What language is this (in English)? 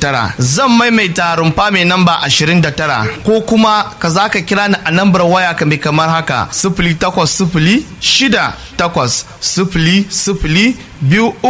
Hausa